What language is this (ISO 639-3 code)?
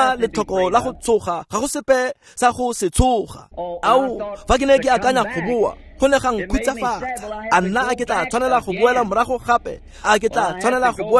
tsn